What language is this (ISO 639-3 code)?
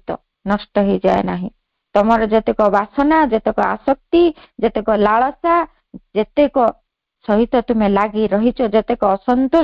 ori